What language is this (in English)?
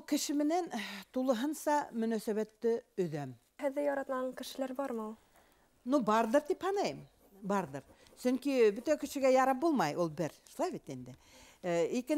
Bashkir